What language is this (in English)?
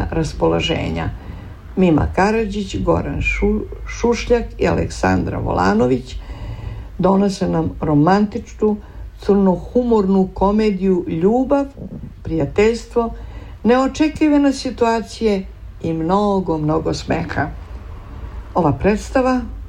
Serbian